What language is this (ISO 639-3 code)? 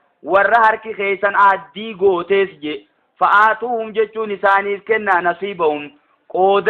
orm